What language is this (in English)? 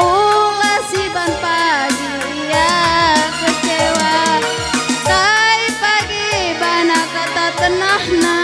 Batak Karo